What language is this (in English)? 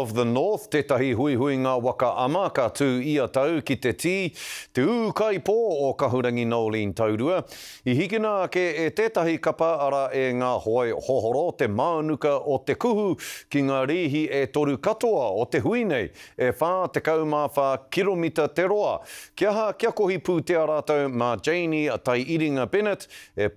Māori